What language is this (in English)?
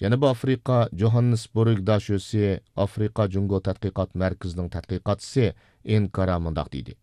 Uyghur